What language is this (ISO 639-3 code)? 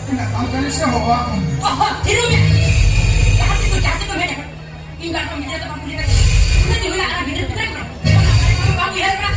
sat